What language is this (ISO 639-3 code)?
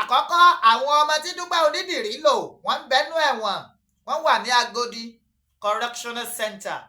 yor